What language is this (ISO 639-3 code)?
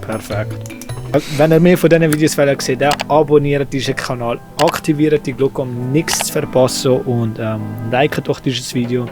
gsw